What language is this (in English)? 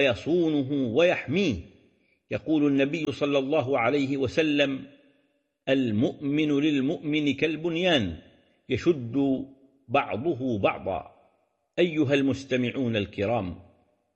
Arabic